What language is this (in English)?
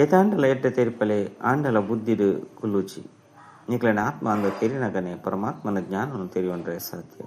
Tulu